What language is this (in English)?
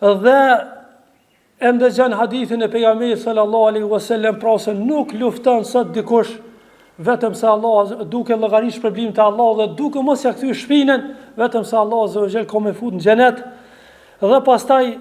Albanian